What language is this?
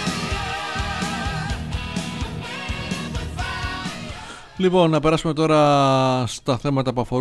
Greek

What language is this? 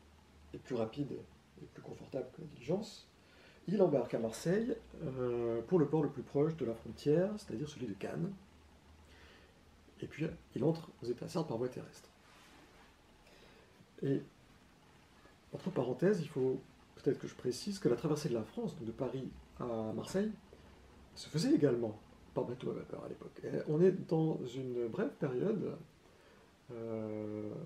French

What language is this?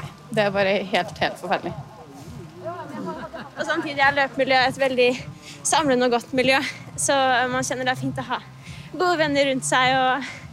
Norwegian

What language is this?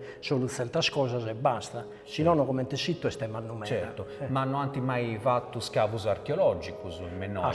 Sardinian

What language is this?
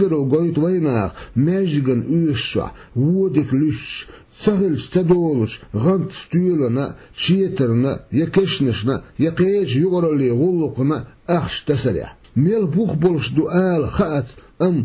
Chechen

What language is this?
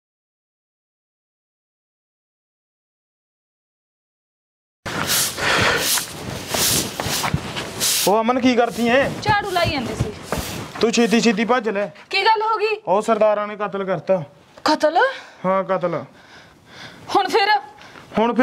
Punjabi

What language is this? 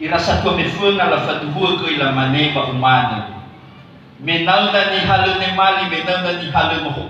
Nias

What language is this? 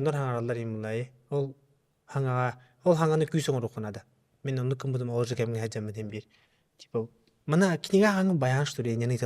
Yakut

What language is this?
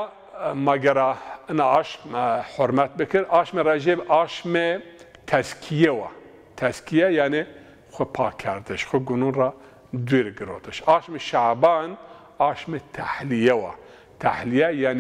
Zaza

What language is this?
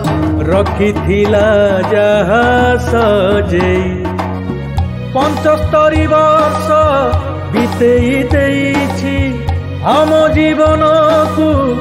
Odia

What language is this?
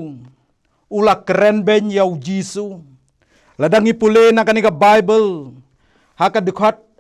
Khasi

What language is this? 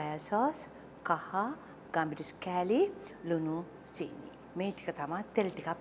Sinhala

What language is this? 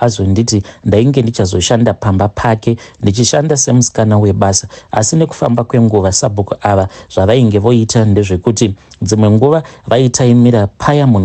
Shona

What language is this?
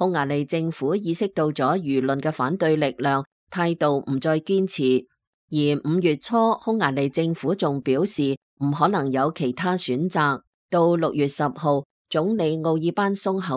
Cantonese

